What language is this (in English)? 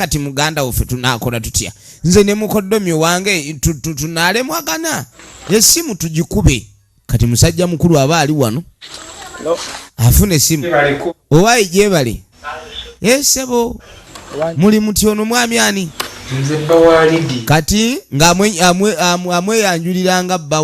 Ganda